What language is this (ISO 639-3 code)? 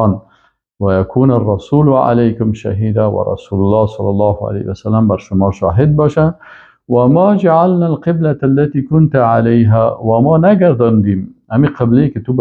fas